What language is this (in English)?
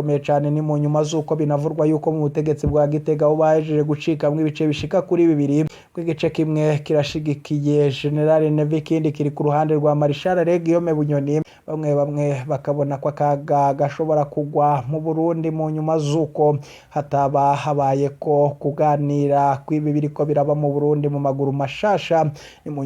Rundi